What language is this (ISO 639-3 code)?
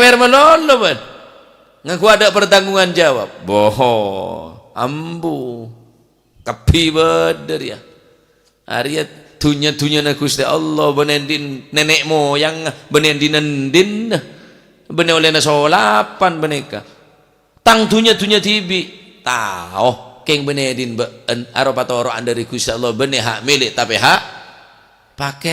mad